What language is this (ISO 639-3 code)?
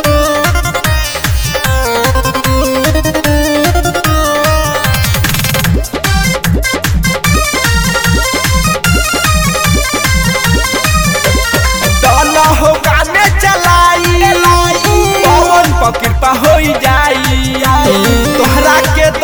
bho